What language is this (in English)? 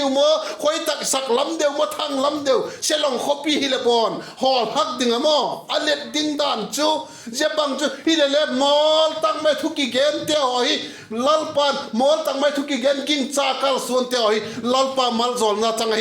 Vaiphei